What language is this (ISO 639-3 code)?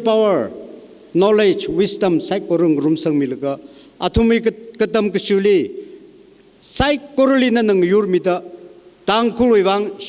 nmf